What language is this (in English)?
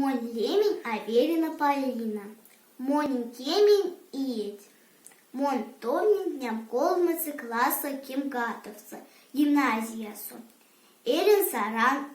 Erzya